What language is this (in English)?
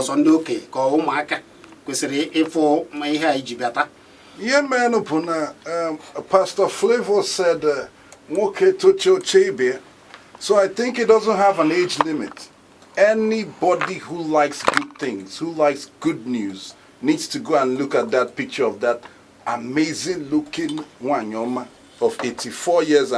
Igbo